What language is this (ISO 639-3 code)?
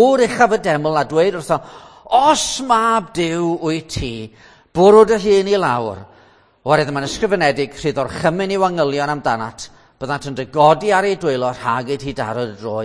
cym